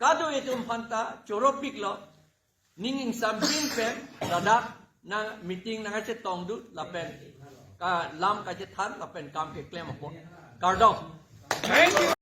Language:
Karbi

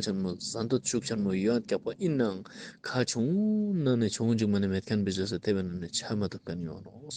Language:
Ladakhi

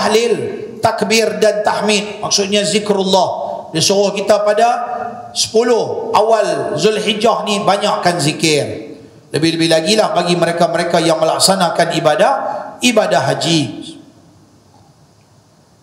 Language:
Malay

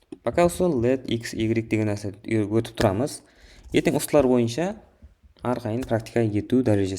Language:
Kara-Kalpak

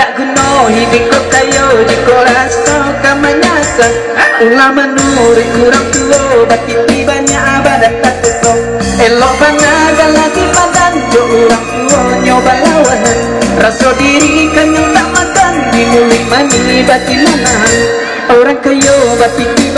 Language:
Minangkabau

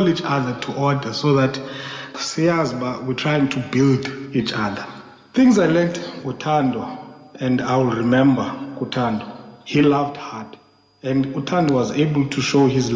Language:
Xhosa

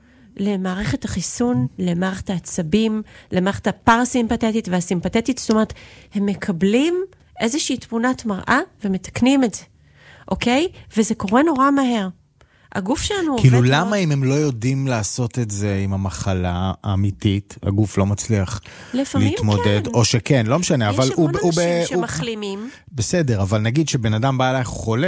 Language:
Hebrew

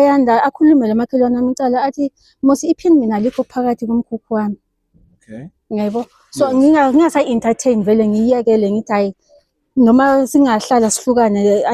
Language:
Zulu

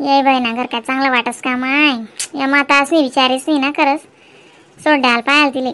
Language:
Khandesi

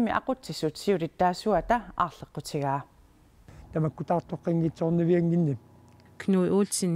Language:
Kalaallisut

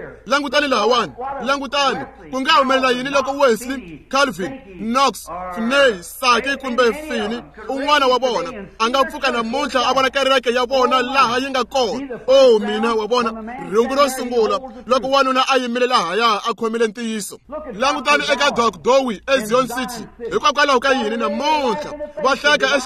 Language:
Tsonga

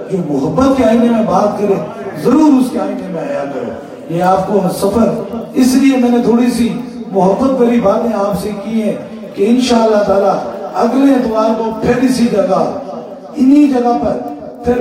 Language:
Urdu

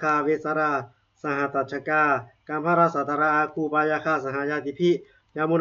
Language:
Pali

